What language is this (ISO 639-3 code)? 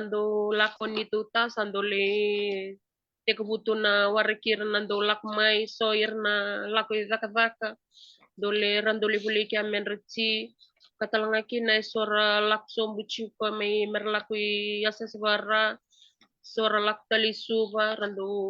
fij